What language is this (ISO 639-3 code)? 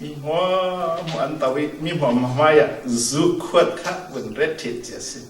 cfm